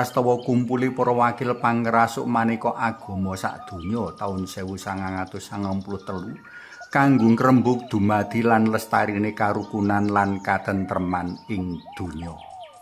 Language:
Javanese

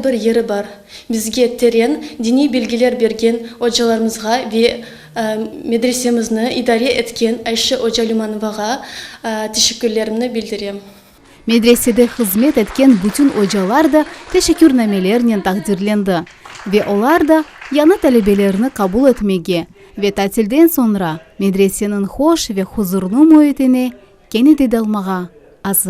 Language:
Crimean Tatar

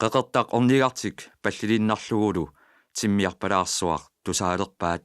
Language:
Kalaallisut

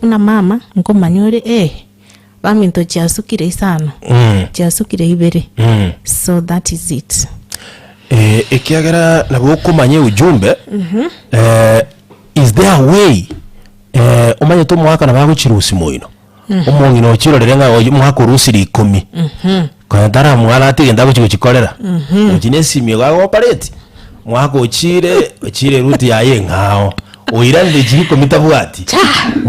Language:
Gusii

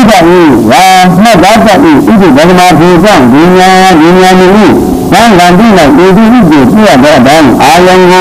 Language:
Shan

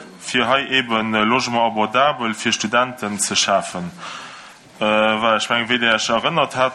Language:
Luxembourgish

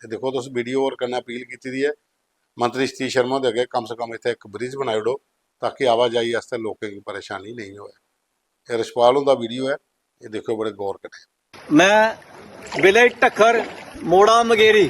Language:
Dogri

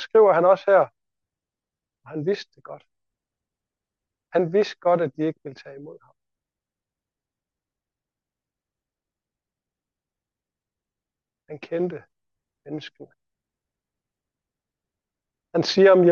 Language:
Danish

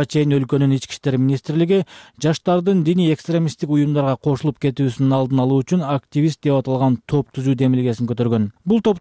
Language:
Kyrgyz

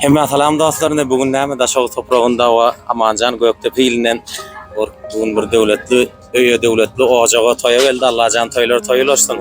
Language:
Turkmen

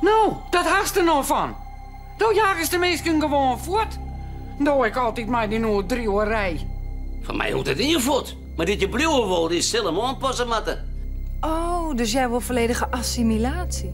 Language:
Western Frisian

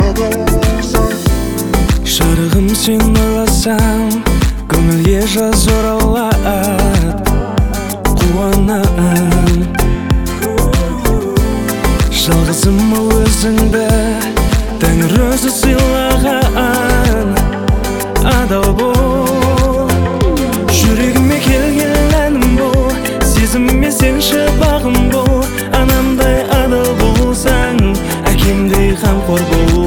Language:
Kazakh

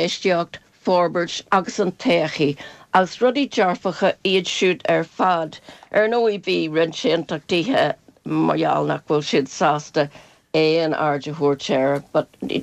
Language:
Irish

